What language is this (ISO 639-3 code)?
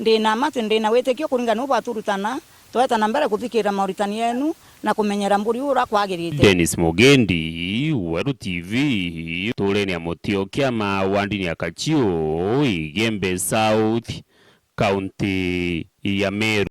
mer